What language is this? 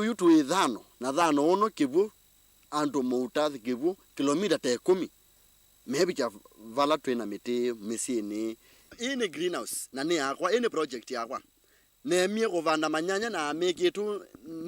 Kamba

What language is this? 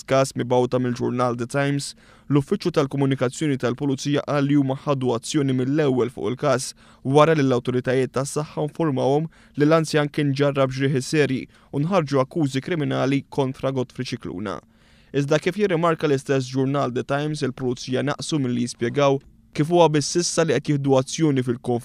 Maltese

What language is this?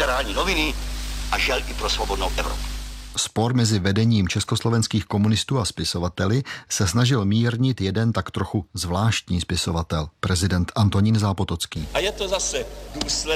Czech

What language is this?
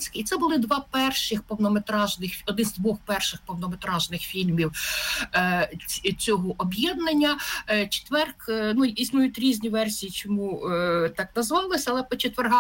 Ukrainian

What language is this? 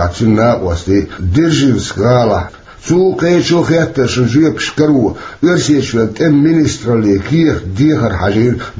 Chechen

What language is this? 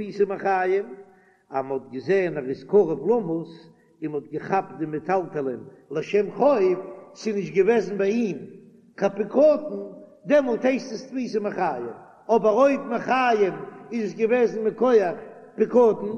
Yiddish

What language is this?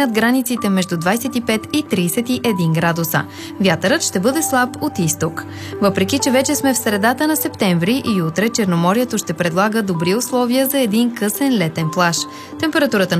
Bulgarian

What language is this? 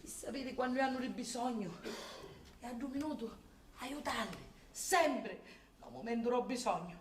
Sicilian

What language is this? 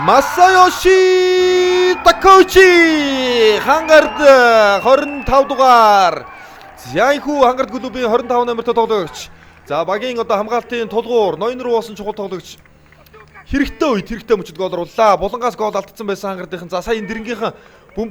Mongolian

